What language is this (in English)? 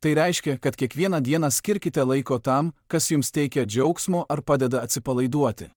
Lithuanian